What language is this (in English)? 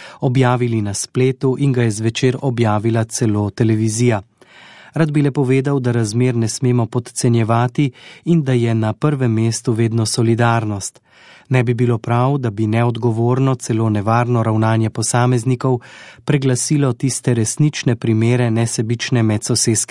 Slovenian